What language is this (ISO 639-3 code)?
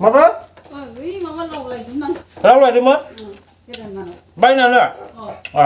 brx